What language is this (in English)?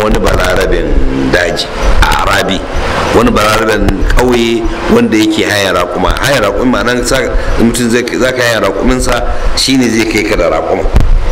Hausa